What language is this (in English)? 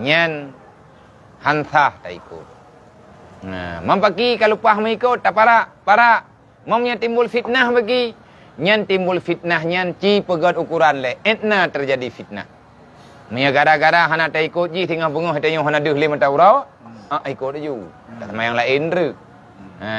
Achinese